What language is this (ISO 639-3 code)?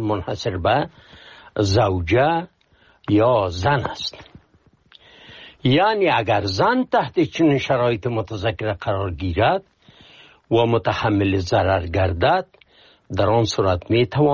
fas